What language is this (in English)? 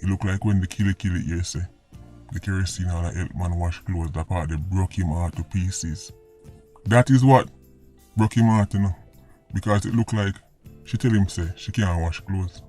Jamaican Creole English